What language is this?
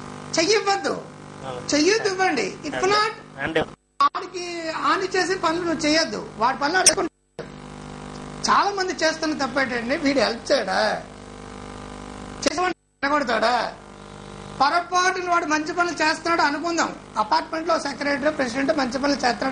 Telugu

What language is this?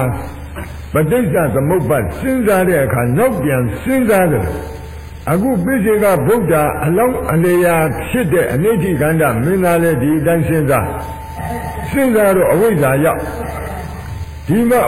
Burmese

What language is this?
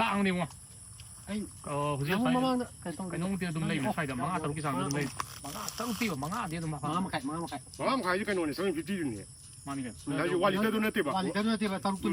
Manipuri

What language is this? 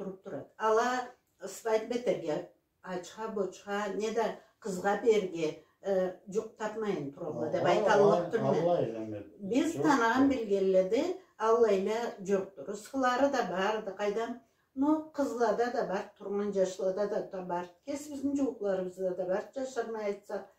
Karachay-Balkar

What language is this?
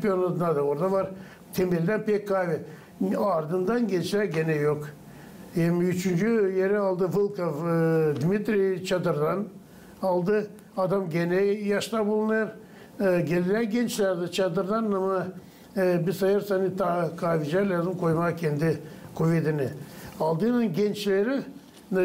Gagauz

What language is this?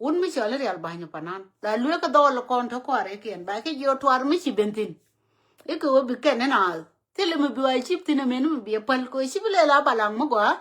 Nuer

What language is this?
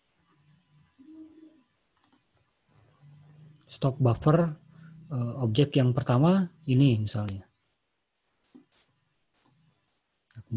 Indonesian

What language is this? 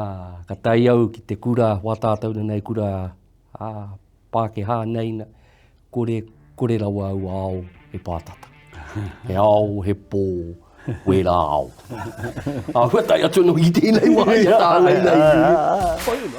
Māori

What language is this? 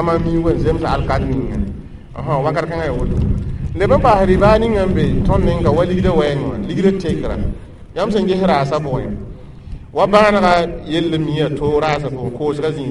Mossi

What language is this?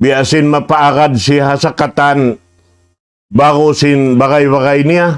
Tausug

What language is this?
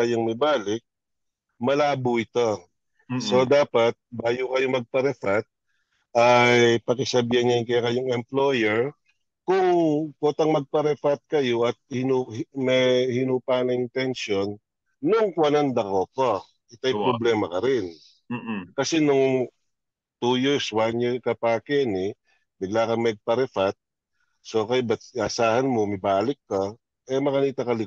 Pampanga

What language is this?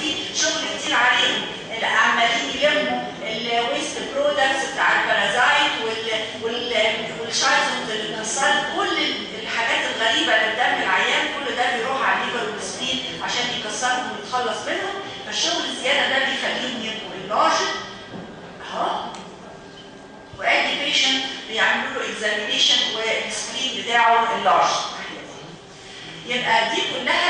Egyptian Arabic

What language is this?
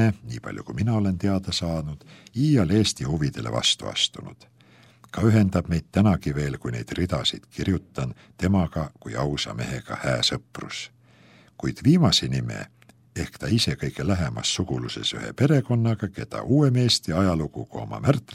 Estonian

